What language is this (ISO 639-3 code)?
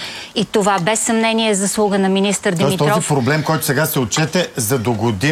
bul